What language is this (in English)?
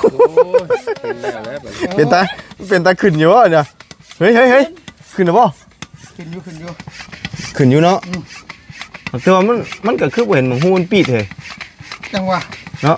Lao